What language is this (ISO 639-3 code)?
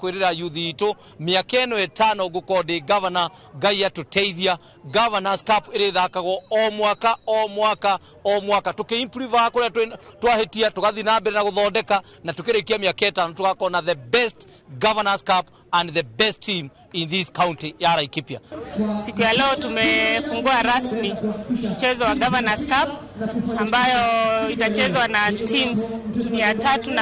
kik